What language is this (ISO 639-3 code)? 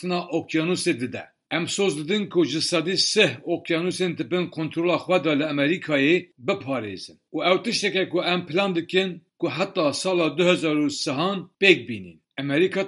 kur